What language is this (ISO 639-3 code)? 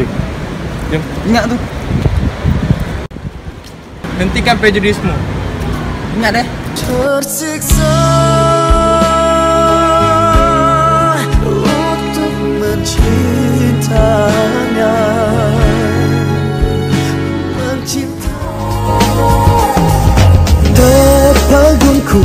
msa